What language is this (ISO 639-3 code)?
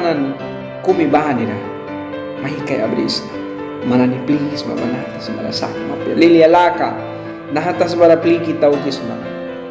miq